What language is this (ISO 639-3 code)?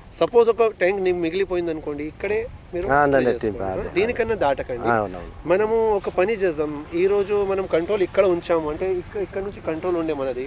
tel